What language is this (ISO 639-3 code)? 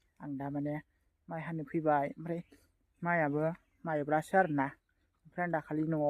brx